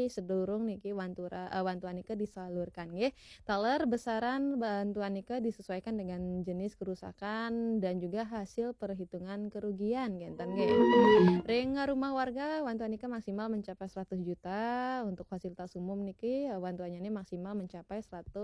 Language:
Balinese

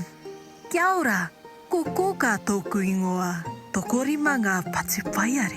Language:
Māori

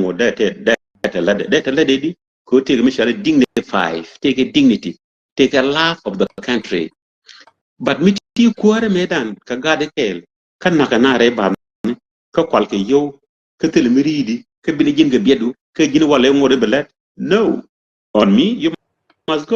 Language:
Nuer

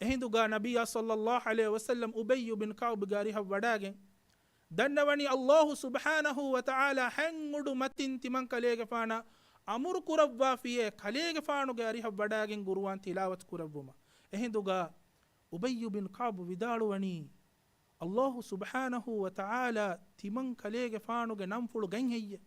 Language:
Divehi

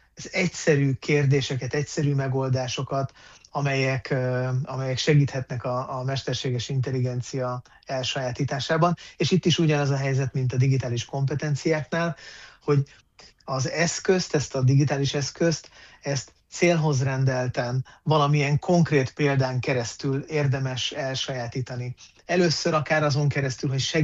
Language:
Hungarian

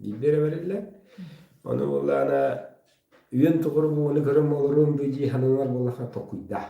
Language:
Yakut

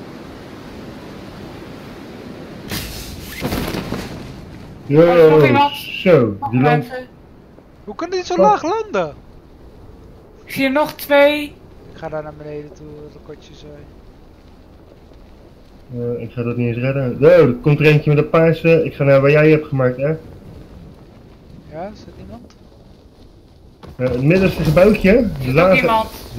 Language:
Dutch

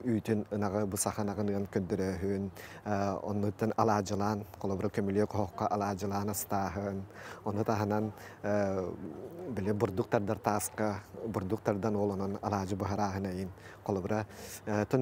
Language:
Yakut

